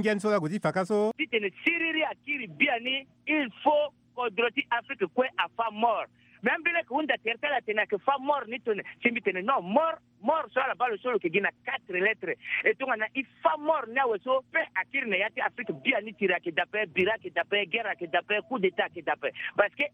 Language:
Sango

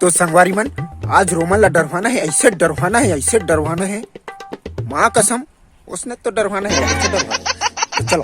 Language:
Chhattisgarhi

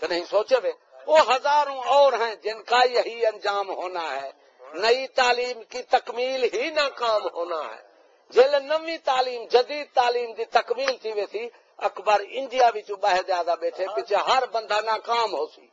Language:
Saraiki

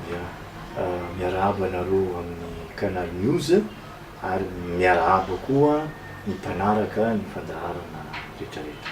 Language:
Malagasy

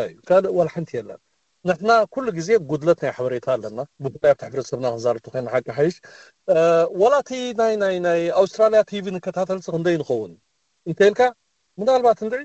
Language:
Tigrinya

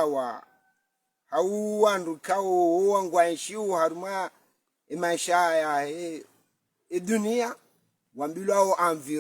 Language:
Ngazidja Comorian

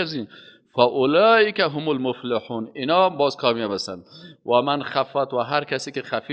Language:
Persian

